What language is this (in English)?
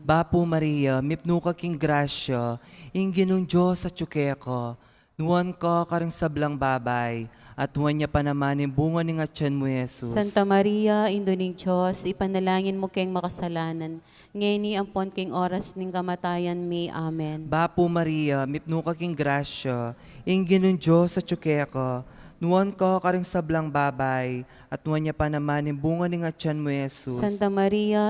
Pampanga